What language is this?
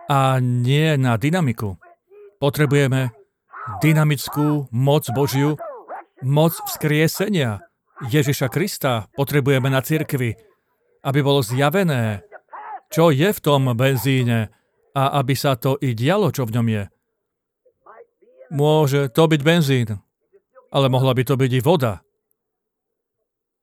Slovak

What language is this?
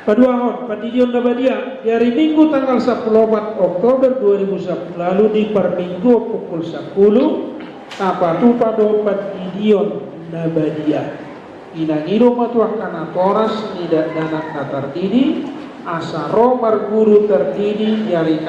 Batak Toba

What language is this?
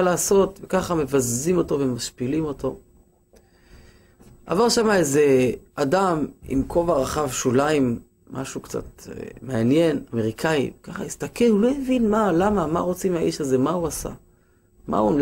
Hebrew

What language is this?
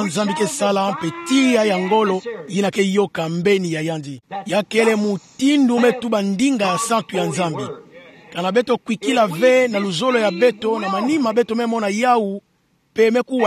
Kituba (Democratic Republic of Congo)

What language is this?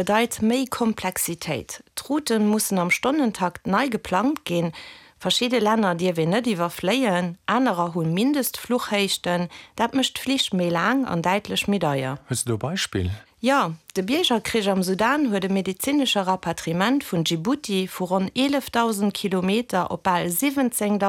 Luxembourgish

